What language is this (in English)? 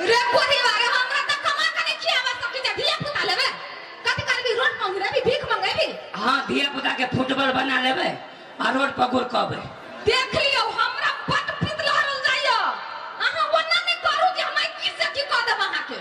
Maithili